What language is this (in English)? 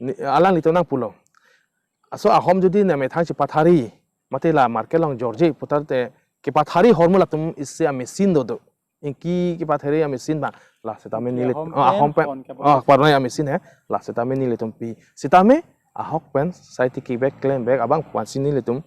Karbi